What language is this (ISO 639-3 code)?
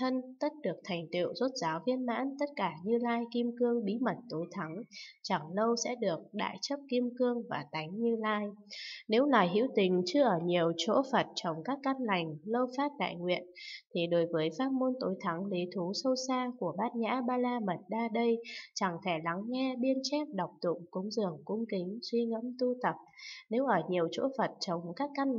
vie